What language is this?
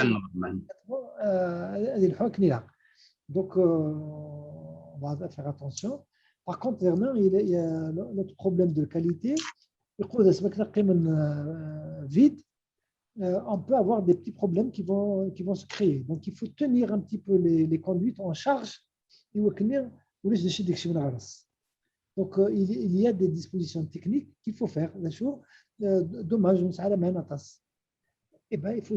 Kabyle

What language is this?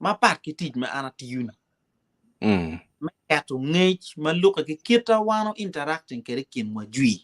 Acoli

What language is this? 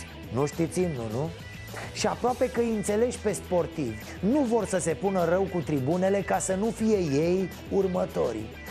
Romanian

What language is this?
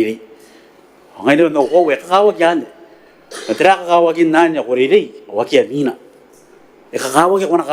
Gilbertese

